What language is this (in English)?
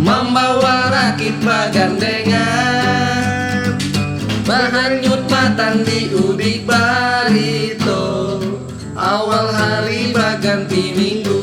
Banjar